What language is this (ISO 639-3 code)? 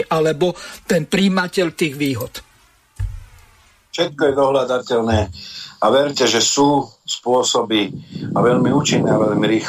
slk